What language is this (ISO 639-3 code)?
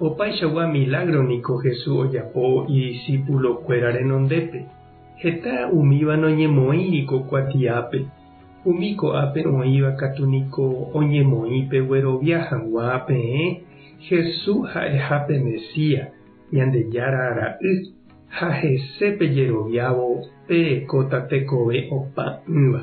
grn